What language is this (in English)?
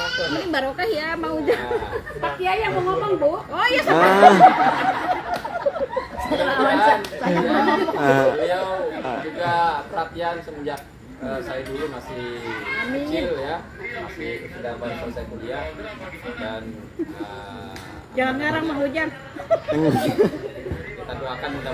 Indonesian